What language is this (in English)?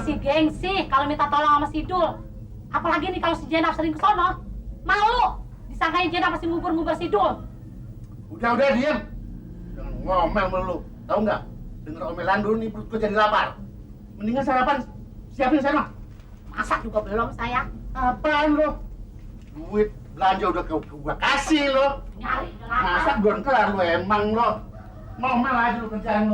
Betawi